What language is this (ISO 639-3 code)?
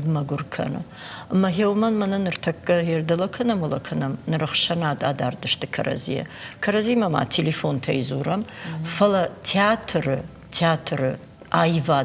oss